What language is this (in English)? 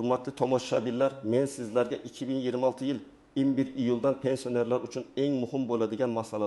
Uzbek